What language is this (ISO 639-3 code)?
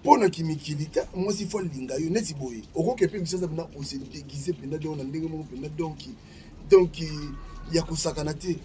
lin